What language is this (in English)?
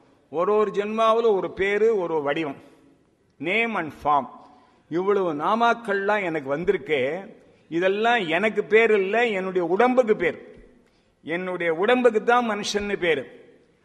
Tamil